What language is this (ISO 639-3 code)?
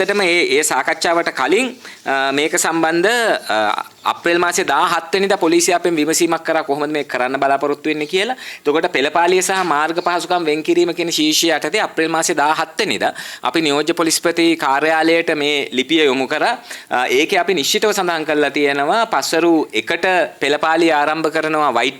sin